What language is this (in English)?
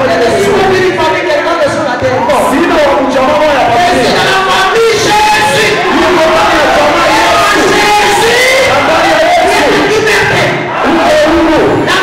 Swahili